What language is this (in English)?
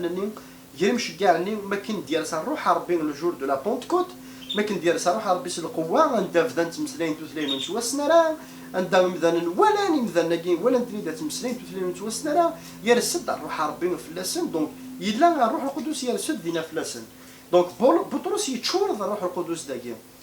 Kabyle